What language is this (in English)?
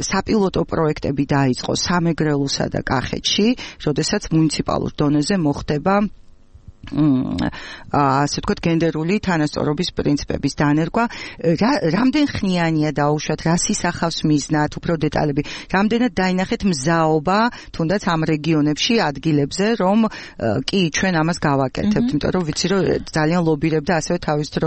Georgian